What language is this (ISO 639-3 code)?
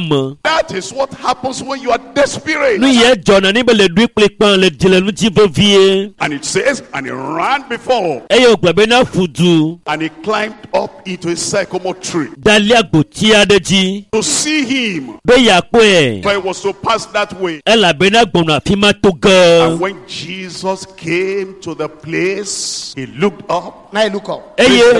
ewe